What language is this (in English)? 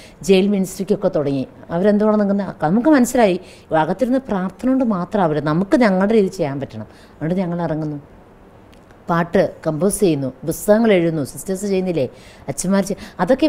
Malayalam